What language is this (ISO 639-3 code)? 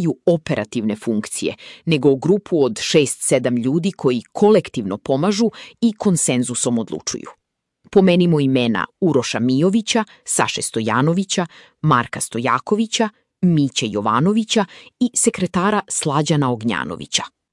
srp